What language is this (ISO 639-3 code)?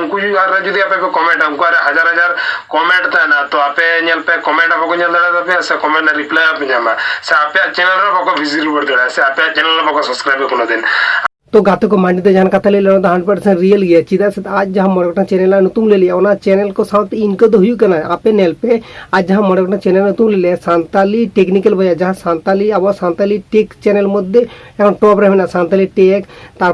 sat